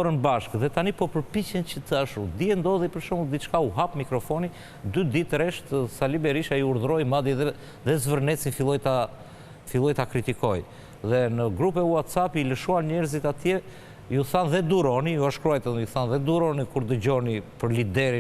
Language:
Albanian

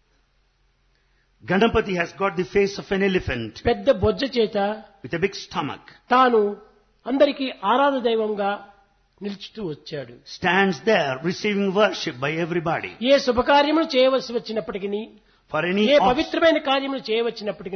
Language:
Telugu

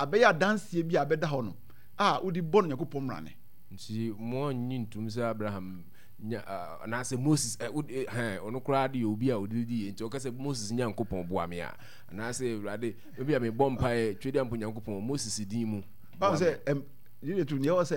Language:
Akan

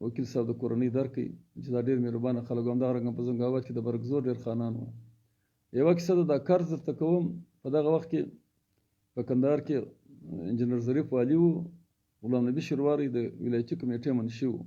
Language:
Pashto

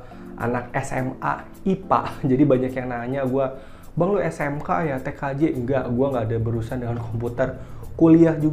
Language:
Indonesian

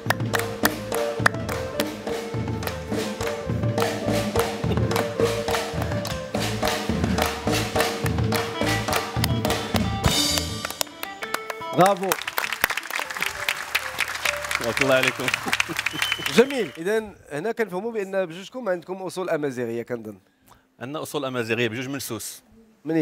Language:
Moroccan Arabic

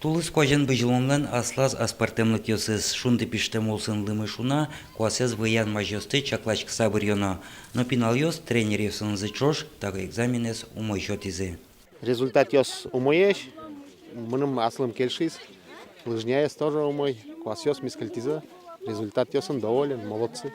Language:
Udmurt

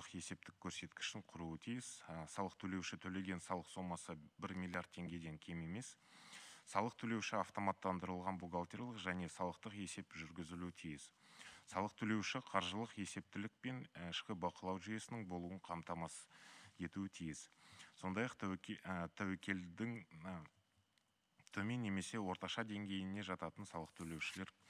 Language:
Kazakh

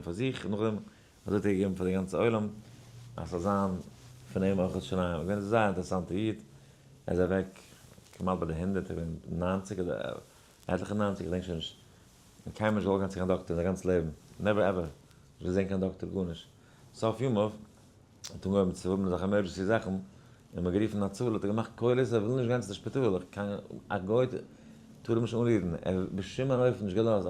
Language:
Yiddish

